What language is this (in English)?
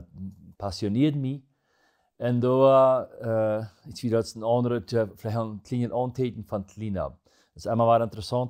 Plautdietsch